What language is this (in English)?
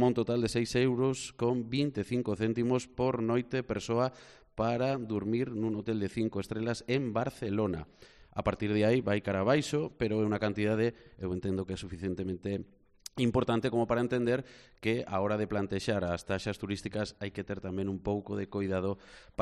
Galician